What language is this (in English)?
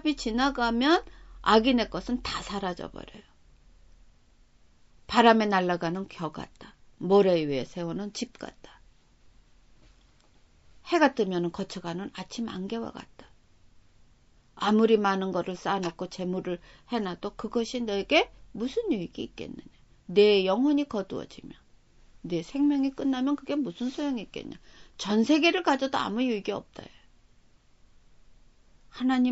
Korean